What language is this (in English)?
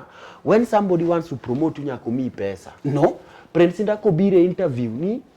Luo (Kenya and Tanzania)